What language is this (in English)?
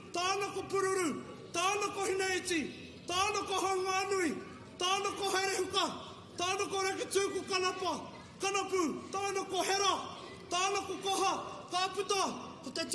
Māori